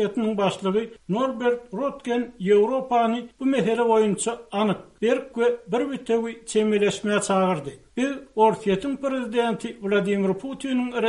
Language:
Turkmen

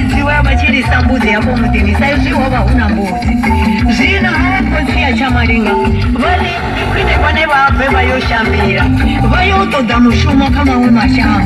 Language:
Venda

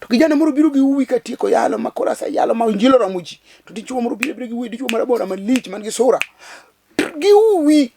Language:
Luo (Kenya and Tanzania)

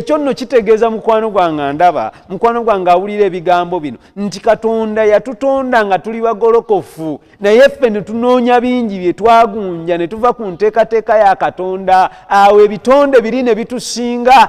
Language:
Ganda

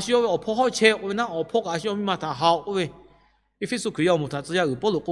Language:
Lahu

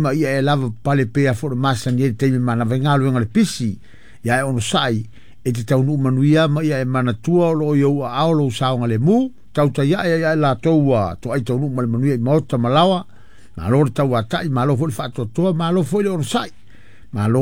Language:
Samoan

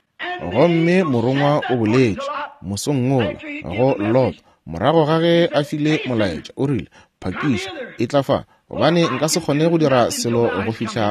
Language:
Northern Sotho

